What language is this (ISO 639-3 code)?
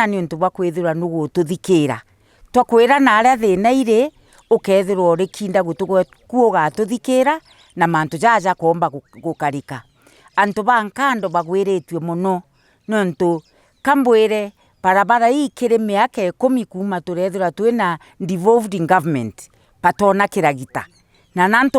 mer